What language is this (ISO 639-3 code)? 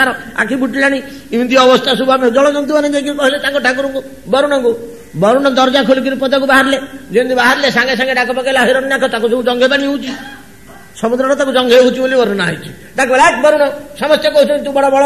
ori